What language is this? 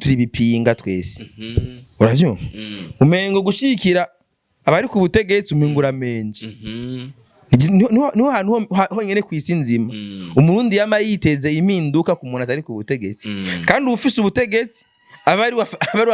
Rundi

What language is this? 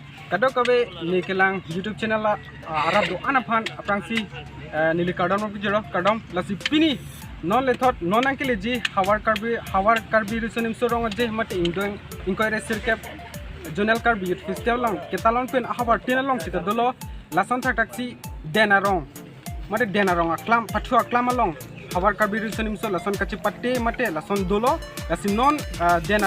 Karbi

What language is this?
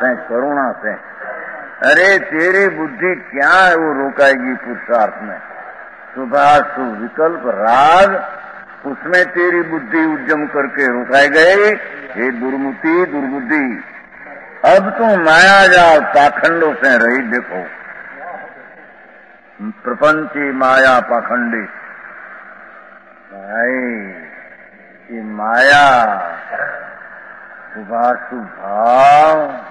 Hindi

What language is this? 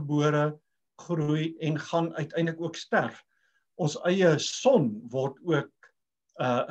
Afrikaans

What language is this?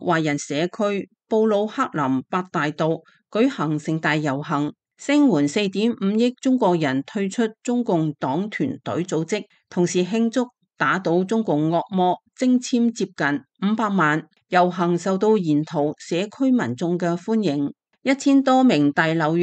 Cantonese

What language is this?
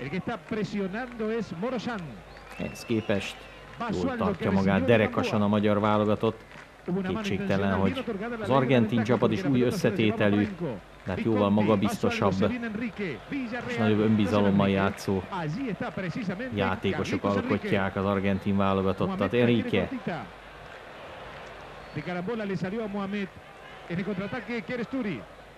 Hungarian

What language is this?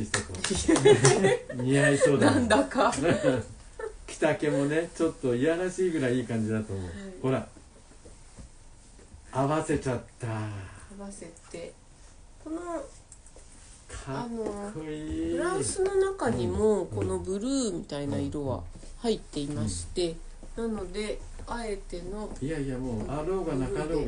Japanese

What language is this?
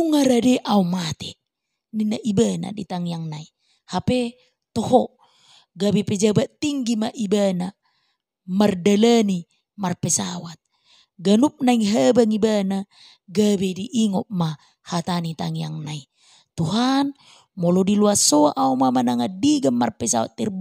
Batak Toba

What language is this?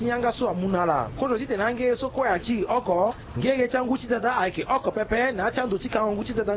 Sango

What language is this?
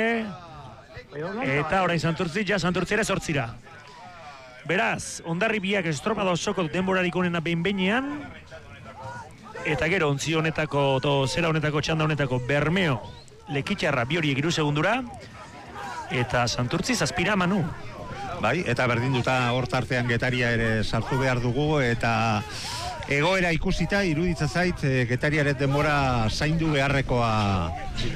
Basque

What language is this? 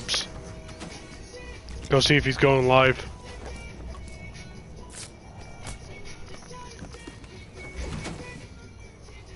English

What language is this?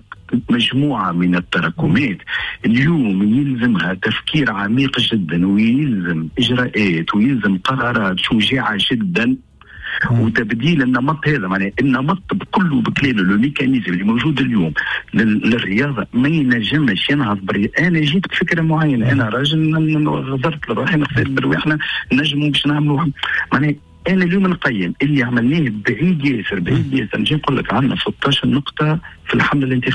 Tunisian Arabic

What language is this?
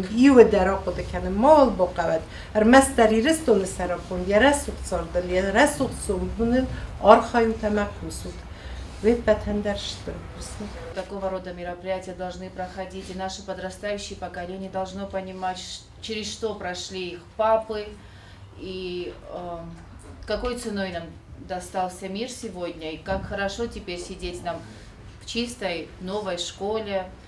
Ossetic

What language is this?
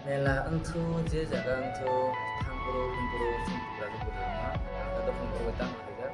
Kok Borok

